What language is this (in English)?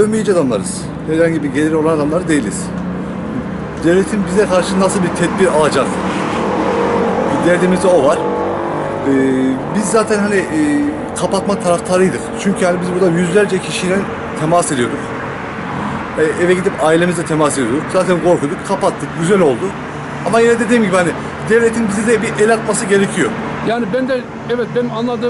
Turkish